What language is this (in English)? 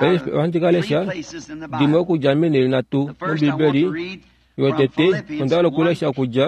Kuanyama